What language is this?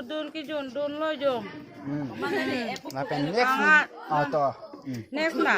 Karbi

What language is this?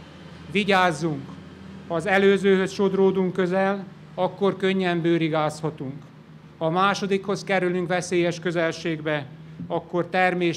Hungarian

